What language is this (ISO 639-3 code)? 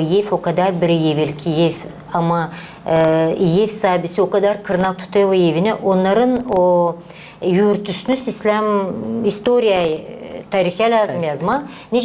gag